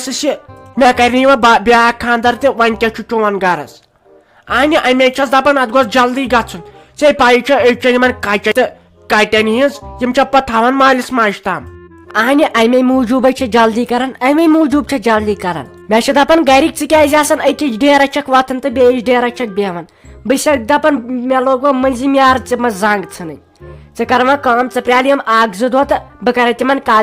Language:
Kashmiri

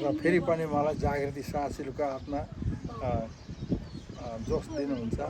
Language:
Nepali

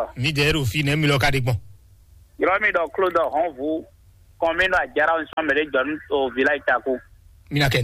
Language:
Fon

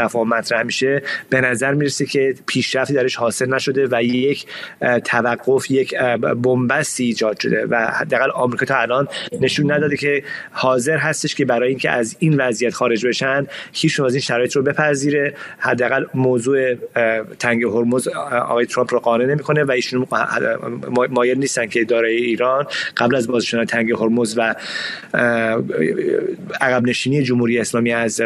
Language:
Persian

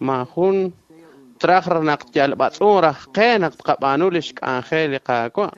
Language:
Kekchí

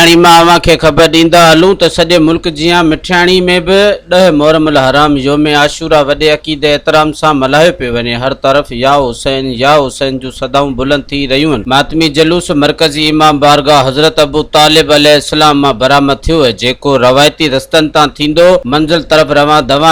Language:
Sindhi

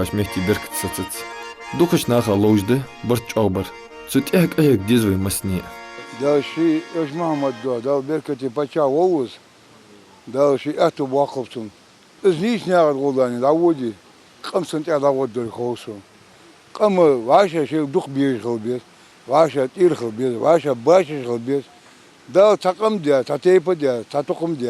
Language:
Ingush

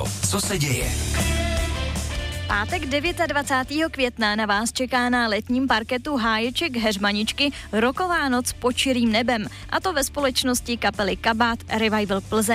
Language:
Czech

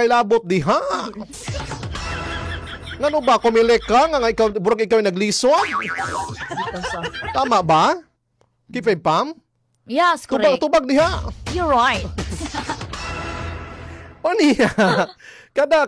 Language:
Cebuano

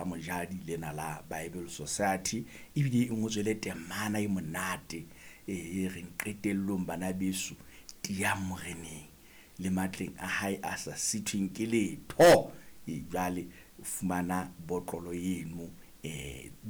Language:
Southern Sotho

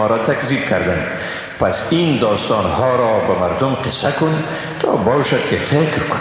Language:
Persian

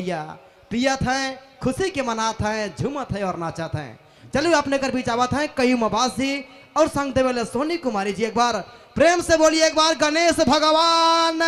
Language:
Sadri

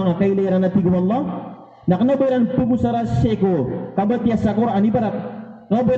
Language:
Maranao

